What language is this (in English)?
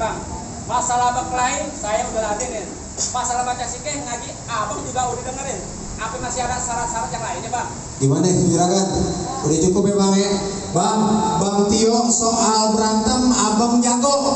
Betawi